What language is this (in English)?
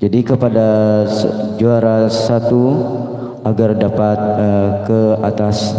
Banjar